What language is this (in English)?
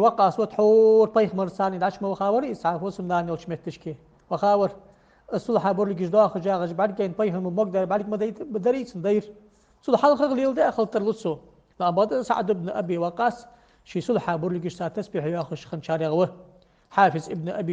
Ingush